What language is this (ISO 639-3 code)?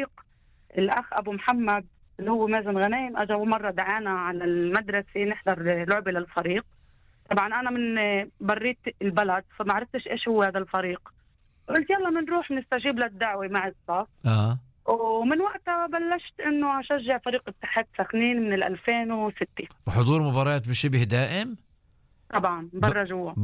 apc